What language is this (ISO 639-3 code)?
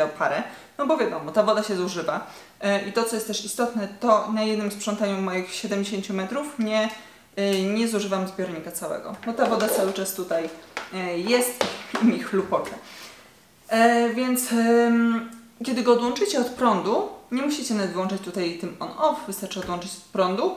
pol